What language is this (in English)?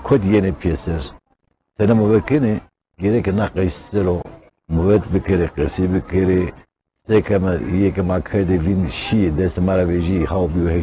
Zaza